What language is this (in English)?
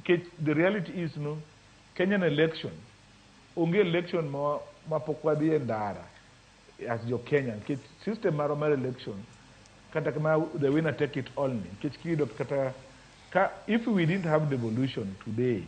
Luo (Kenya and Tanzania)